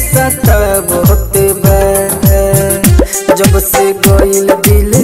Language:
Bhojpuri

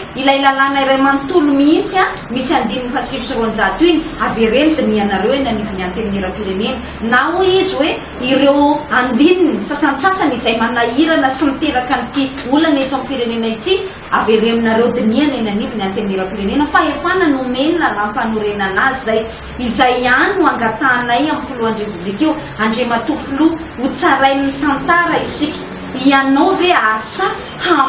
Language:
Malagasy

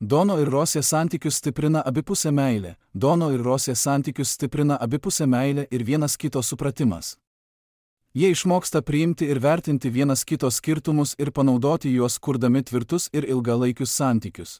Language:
Lithuanian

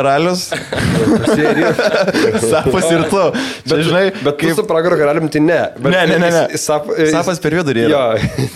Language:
Lithuanian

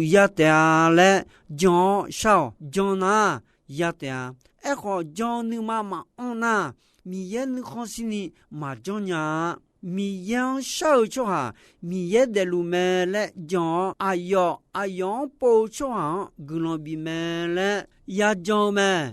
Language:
Akha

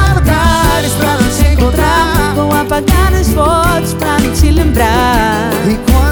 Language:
Portuguese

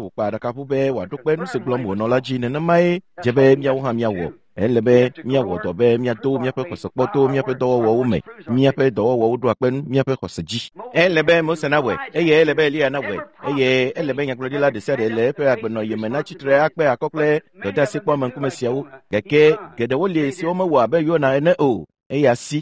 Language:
Ewe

